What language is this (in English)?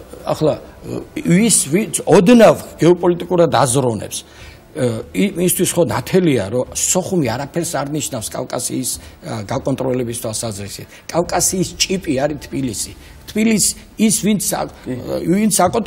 Georgian